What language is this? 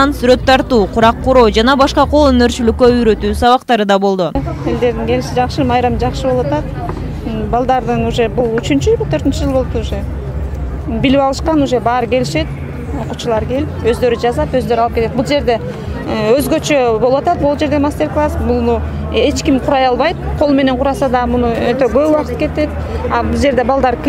Kyrgyz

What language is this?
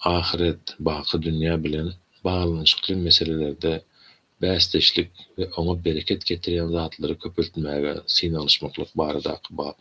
Turkmen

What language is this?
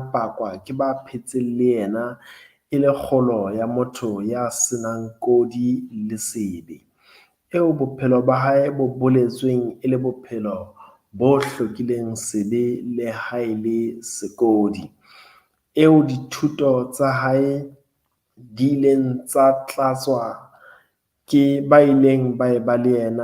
Southern Sotho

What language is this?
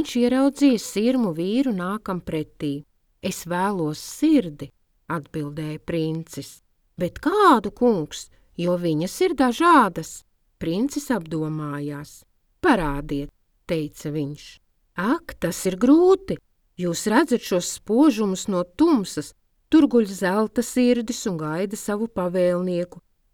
Latvian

